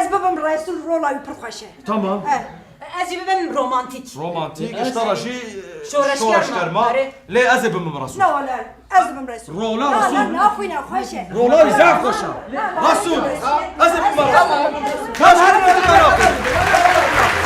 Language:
Kurdish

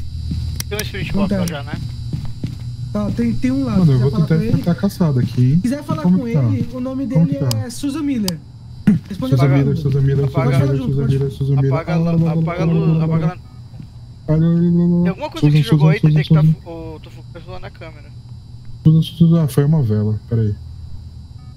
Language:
Portuguese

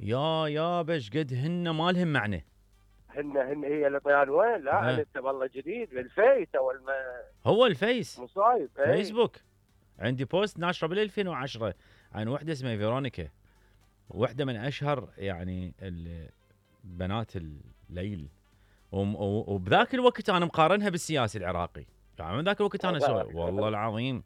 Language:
Mesopotamian Arabic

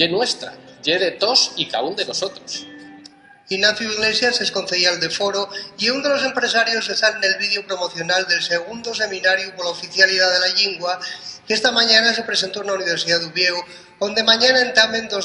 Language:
Asturian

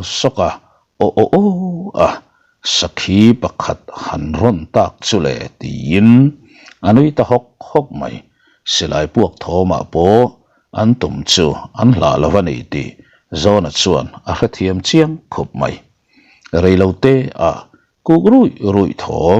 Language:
Mizo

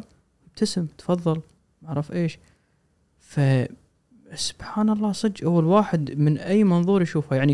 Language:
Gulf Arabic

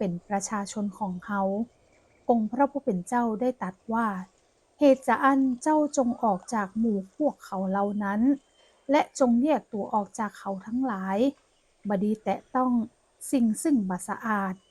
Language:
Northern Thai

